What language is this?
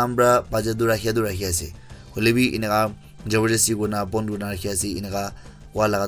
Naga Pidgin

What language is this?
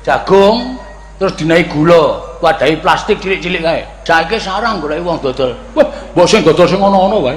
Javanese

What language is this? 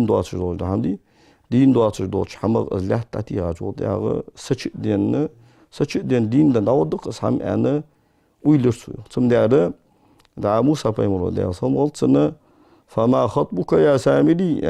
Ingush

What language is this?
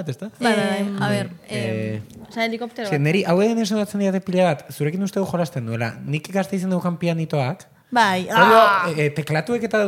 Basque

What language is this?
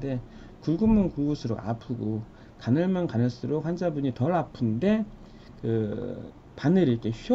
Korean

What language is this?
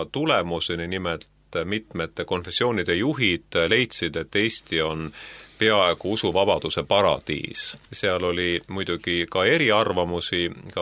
Estonian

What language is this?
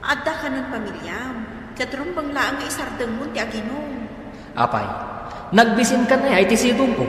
Iloko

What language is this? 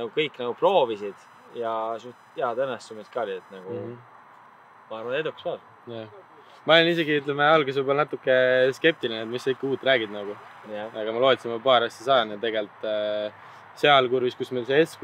Estonian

